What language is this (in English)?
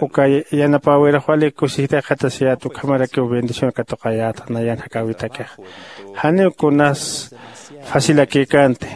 Aymara